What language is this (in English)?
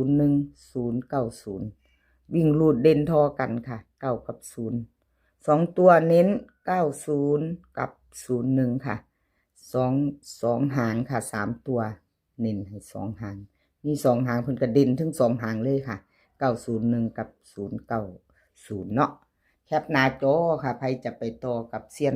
Northeastern Thai